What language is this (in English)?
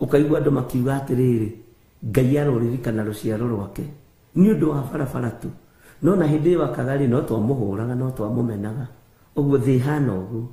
Kikuyu